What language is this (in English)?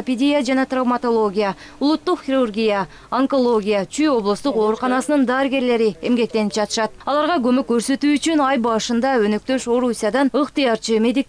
Kyrgyz